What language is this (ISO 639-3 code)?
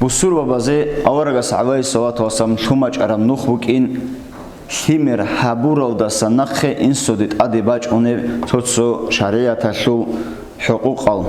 ava